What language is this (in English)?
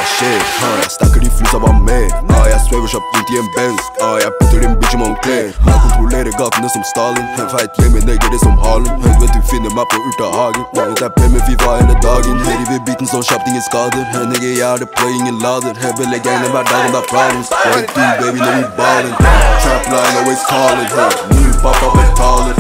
Norwegian